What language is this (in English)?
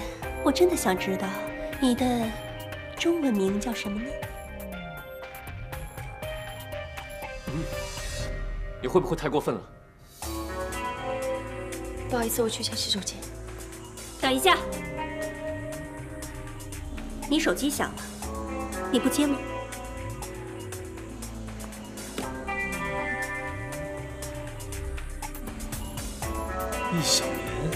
Chinese